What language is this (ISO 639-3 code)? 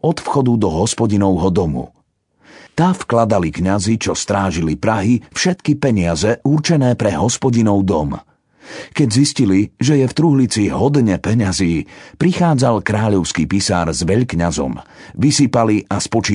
slk